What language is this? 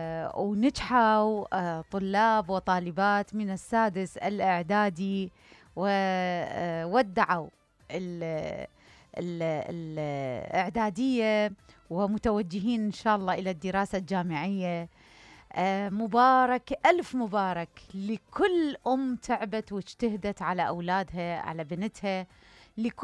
Mesopotamian Arabic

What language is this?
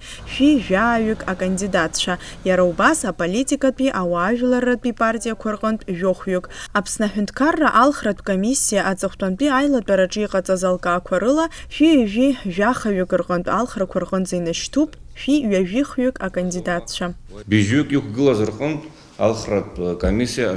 Abkhazian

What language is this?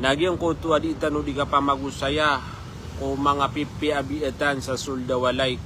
Maranao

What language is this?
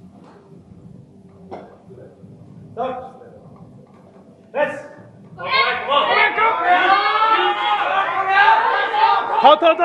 Norwegian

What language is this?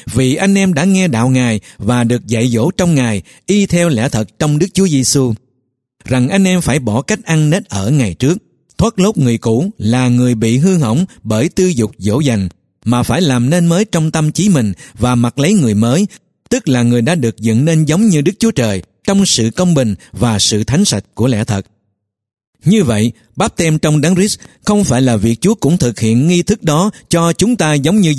Vietnamese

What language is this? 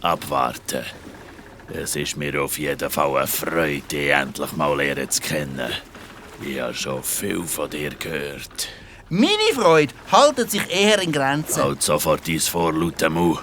Swiss German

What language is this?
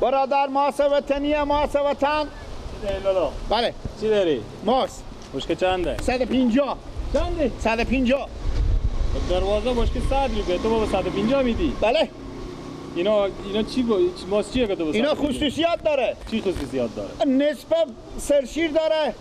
Persian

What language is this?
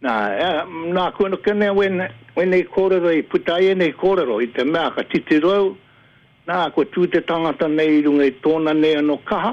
Māori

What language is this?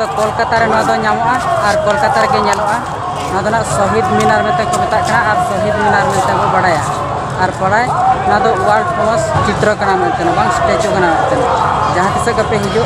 Santali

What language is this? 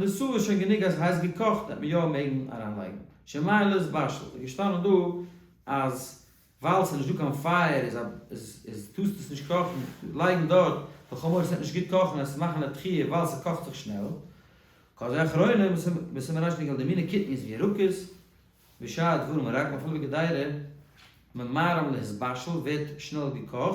Yiddish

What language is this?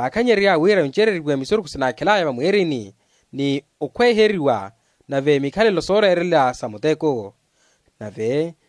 Makhuwa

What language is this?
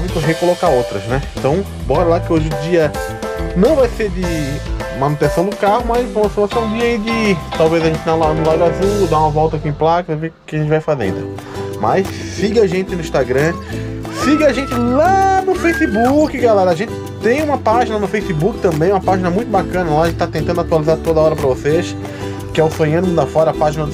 Portuguese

